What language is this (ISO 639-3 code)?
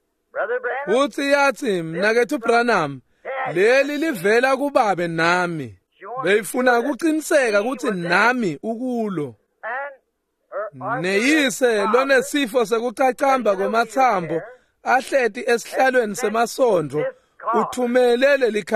ssw